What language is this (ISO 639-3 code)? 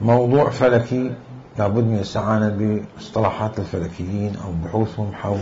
acm